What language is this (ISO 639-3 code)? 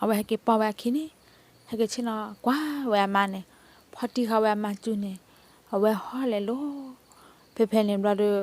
ksw